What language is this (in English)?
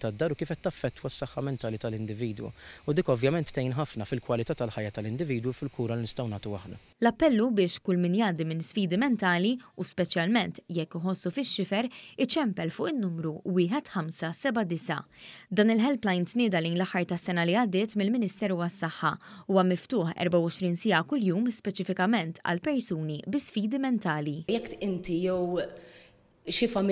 Maltese